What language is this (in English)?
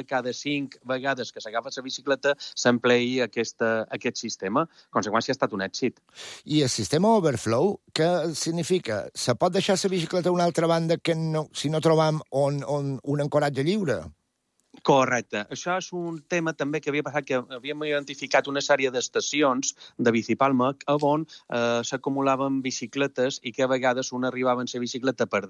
Catalan